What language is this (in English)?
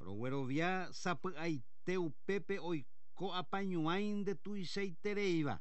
Guarani